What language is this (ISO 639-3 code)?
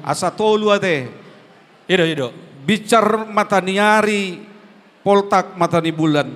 bbc